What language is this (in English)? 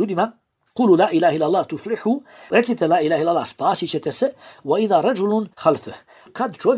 Bosnian